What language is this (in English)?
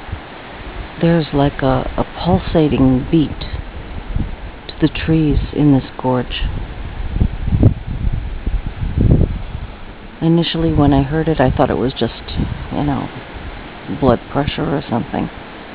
English